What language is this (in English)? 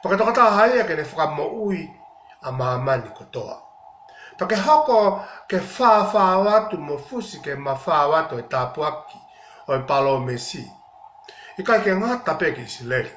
Tongan